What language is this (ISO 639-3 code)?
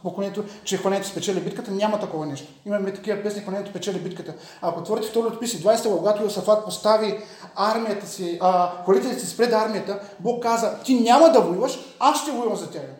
bul